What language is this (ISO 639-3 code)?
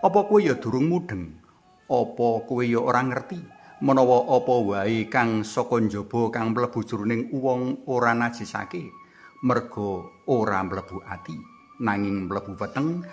jav